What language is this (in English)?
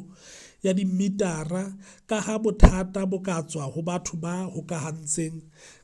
Southern Sotho